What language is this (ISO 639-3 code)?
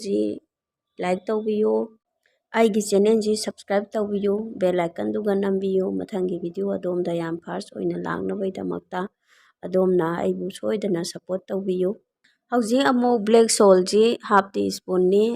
mni